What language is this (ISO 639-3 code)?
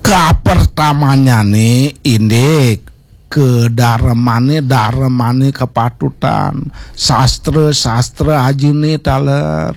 ban